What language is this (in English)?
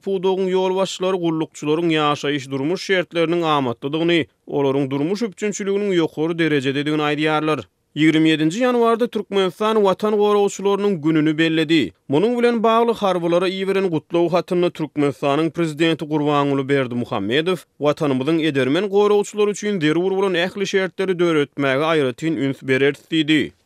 Turkmen